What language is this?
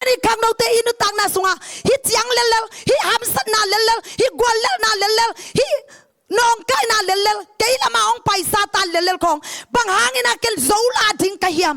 Tedim Chin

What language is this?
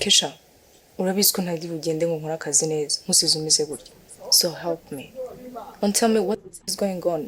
Kinyarwanda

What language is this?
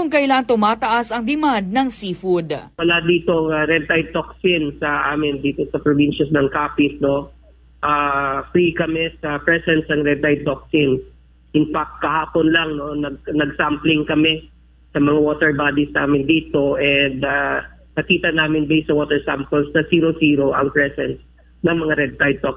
Hiligaynon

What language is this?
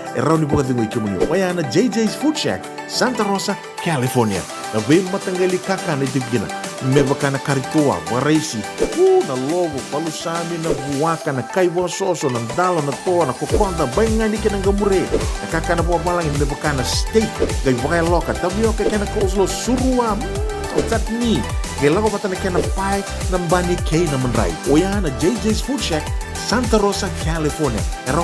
Fijian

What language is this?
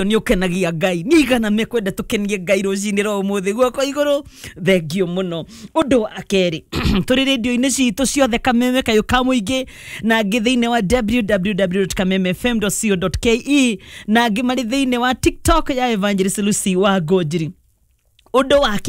Kikuyu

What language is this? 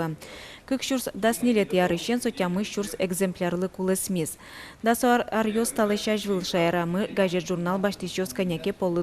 Udmurt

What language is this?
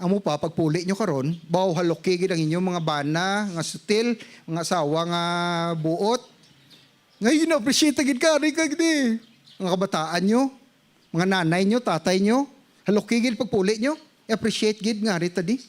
Hiligaynon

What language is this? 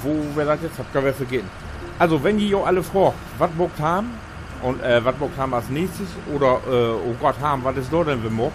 Low German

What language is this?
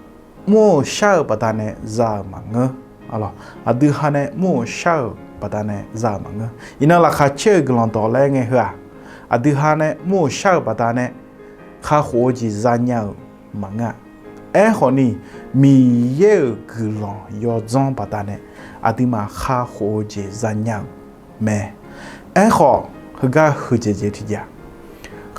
Akha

